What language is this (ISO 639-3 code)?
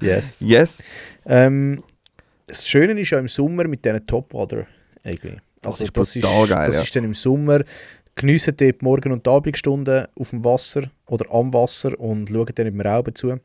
gsw